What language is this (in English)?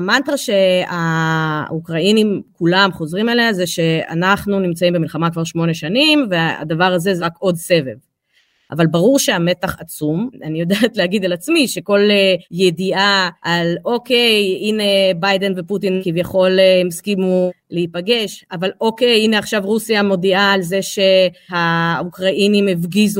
Hebrew